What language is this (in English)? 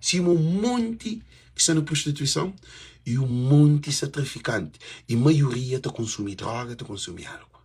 Kabuverdianu